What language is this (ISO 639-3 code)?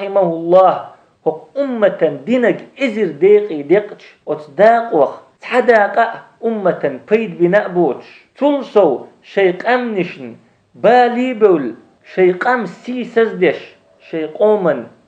che